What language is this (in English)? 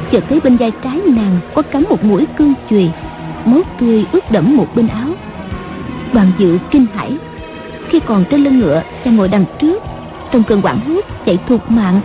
Vietnamese